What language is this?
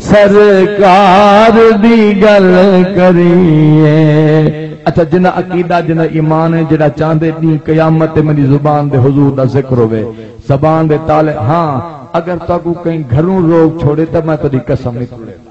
Saraiki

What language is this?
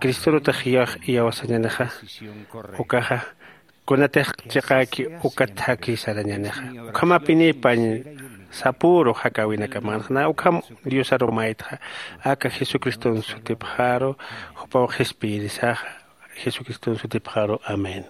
Aymara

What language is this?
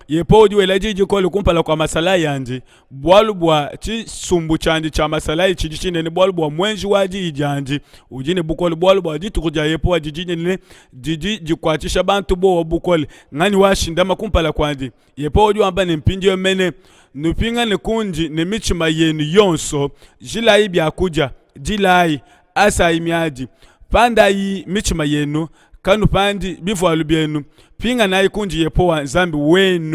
Luba-Lulua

